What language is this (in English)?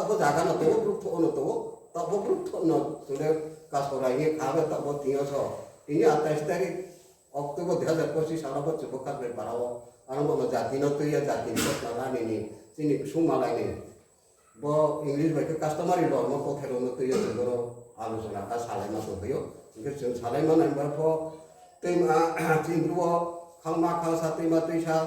Riang (India)